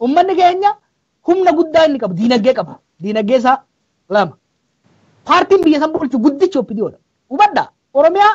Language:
Oromo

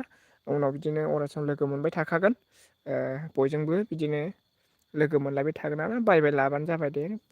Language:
Bodo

